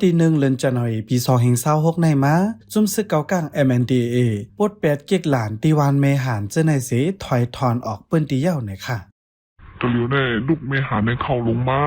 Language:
Shan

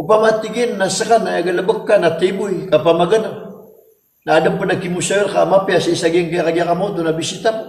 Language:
Maranao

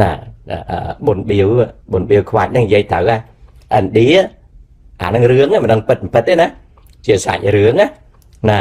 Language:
Khmer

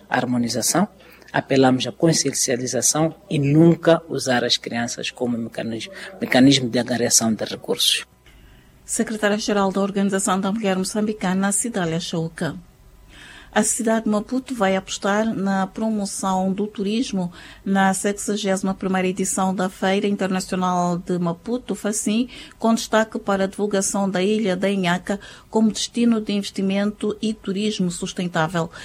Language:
Portuguese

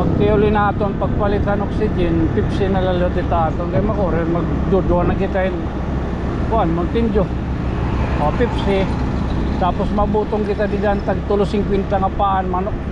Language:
Waray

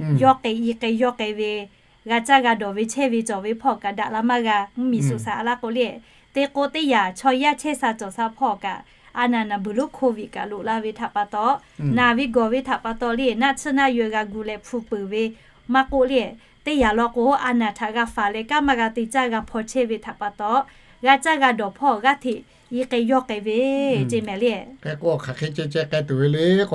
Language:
Lahu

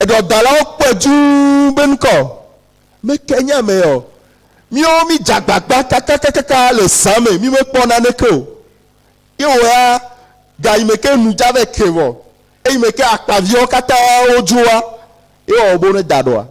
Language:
Ewe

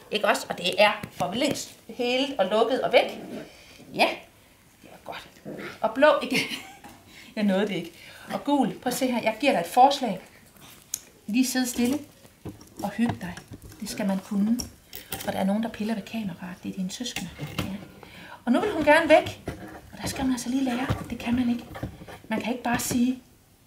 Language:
Danish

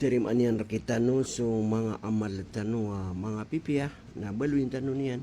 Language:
Maranao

